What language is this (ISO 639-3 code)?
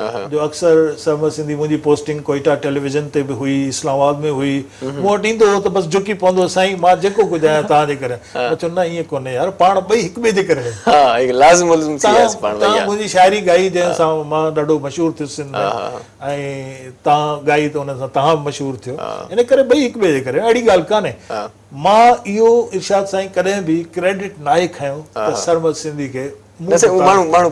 snd